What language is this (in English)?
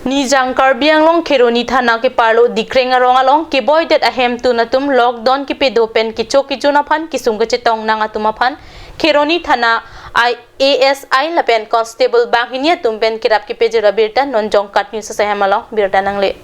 Karbi